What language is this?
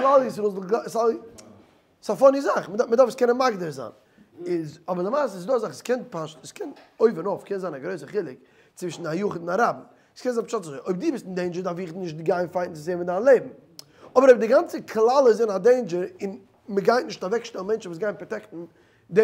Yiddish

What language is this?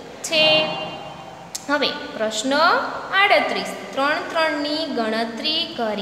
Gujarati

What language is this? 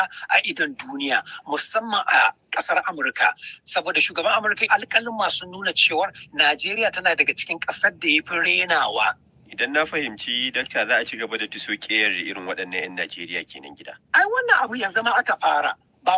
Hausa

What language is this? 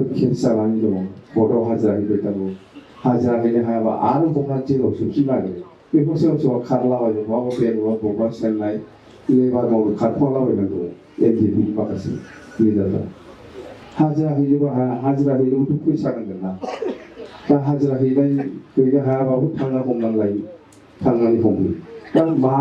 Bodo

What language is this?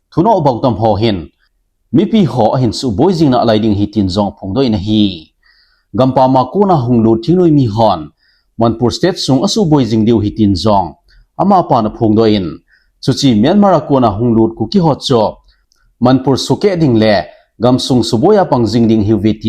Thado Chin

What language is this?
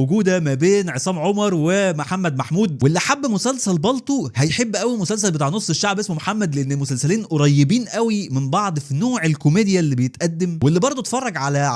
Egyptian Arabic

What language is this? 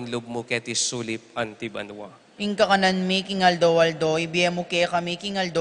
Pampanga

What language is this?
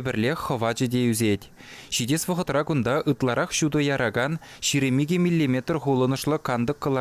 Chuvash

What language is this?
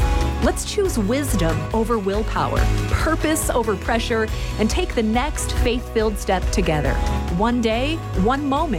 English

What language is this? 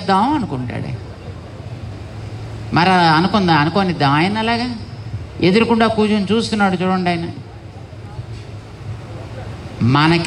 Telugu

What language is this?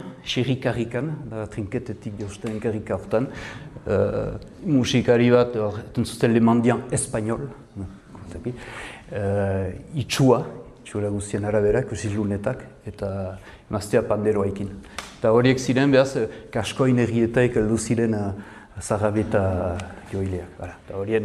Basque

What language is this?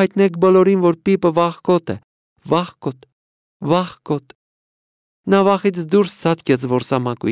Armenian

